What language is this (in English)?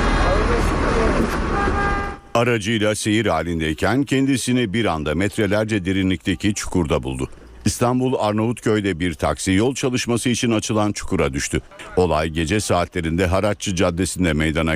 Turkish